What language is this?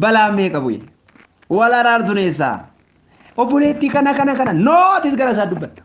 Oromo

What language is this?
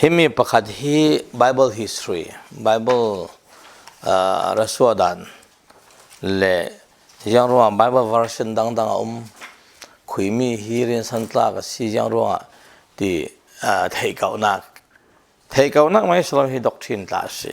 Falam Chin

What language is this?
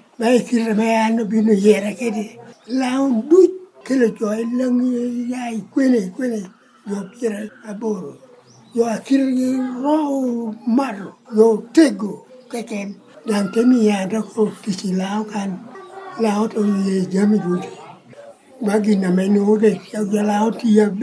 Lango (Uganda)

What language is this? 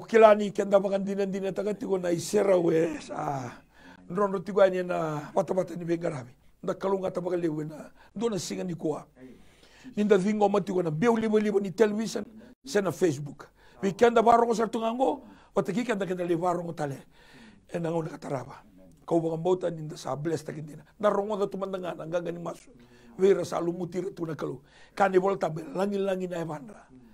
Fijian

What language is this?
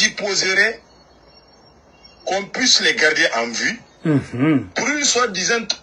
French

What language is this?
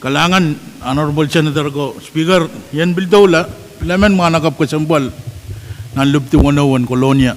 Pohnpeian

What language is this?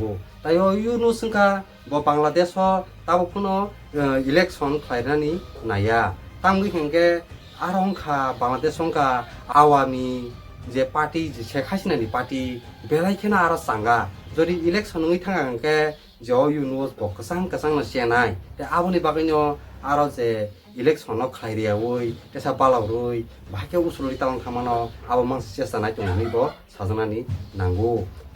Kok Borok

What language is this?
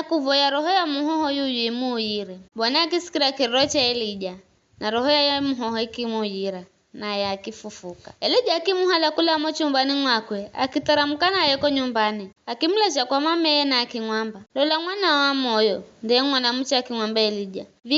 Giryama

